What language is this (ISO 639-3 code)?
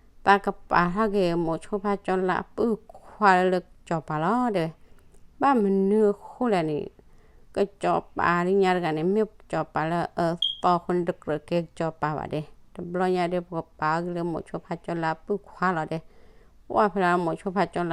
ksw